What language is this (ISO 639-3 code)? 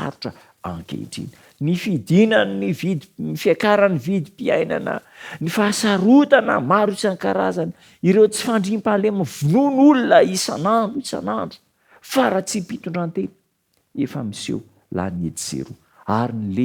mlg